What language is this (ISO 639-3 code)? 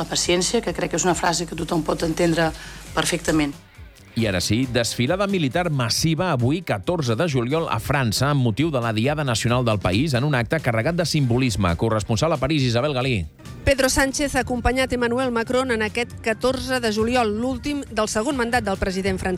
cat